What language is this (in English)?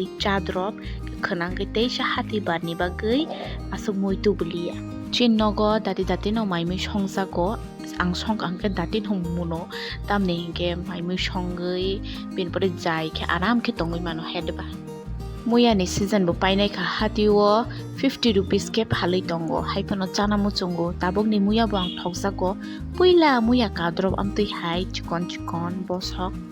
Kok Borok